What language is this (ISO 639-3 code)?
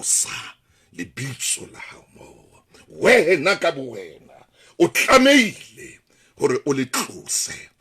sot